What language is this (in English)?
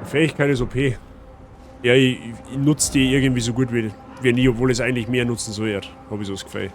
Bavarian